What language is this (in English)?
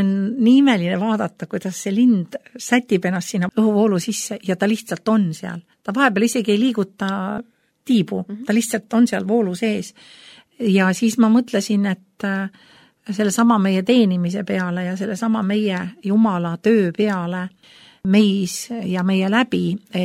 Estonian